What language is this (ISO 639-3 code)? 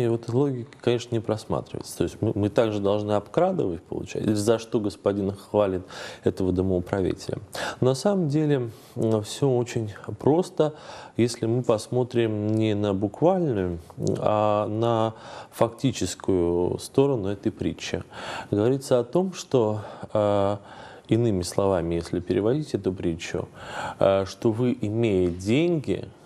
rus